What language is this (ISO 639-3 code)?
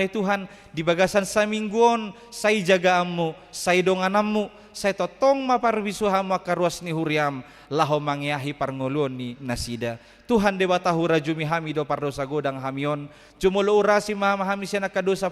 bbc